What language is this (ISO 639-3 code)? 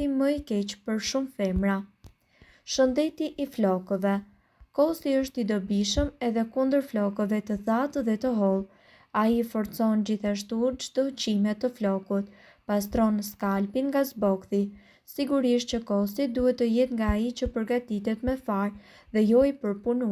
sqi